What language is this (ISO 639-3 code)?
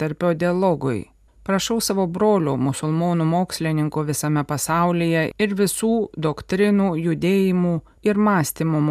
lit